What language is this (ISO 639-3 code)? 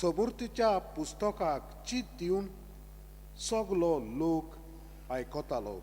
kok